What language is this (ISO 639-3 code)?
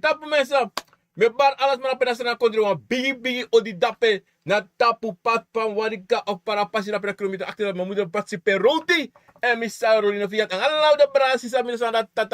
srn